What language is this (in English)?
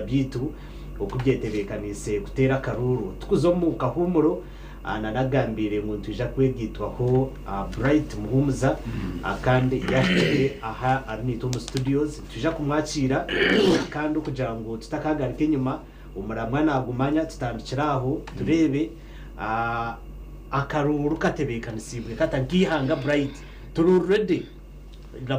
Nyankole